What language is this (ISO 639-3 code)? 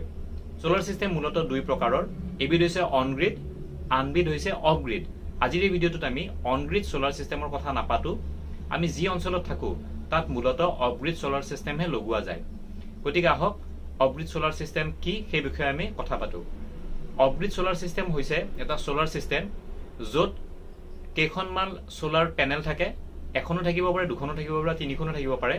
asm